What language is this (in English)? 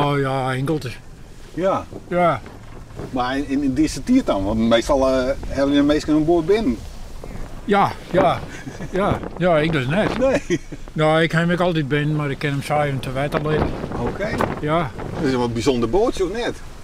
Western Frisian